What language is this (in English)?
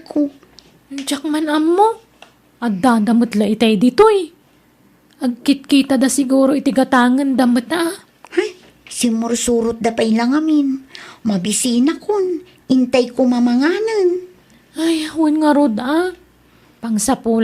Iloko